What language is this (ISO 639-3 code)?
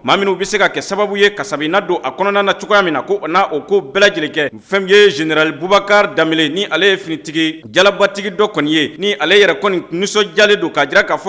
bam